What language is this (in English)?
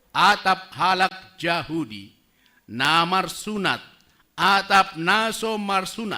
Batak Simalungun